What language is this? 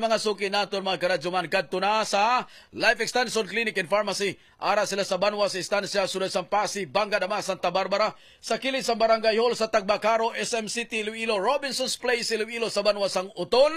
Hiligaynon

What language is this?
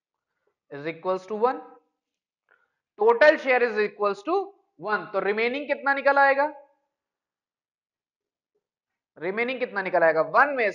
Hindi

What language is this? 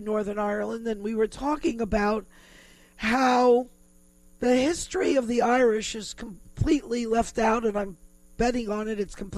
English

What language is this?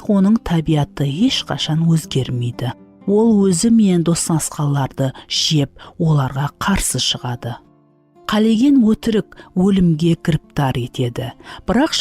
Kara-Kalpak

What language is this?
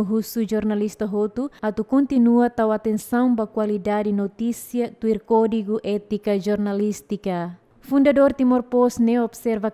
Tetum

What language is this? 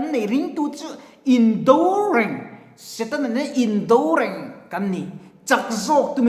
Mizo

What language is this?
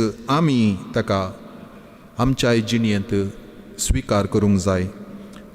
Konkani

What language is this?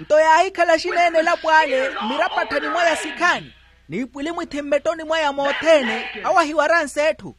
Makhuwa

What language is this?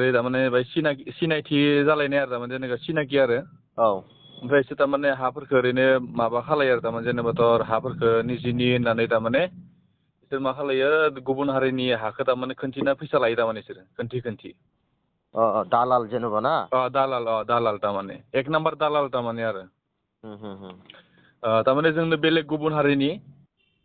Bodo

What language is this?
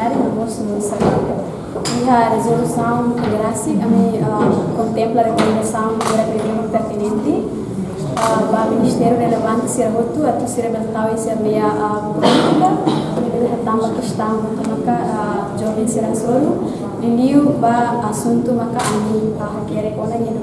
Tetum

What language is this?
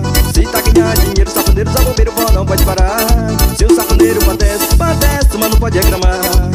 Portuguese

